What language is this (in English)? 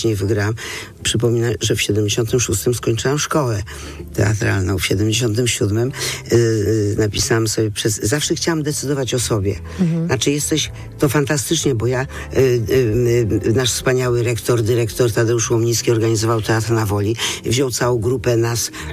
Polish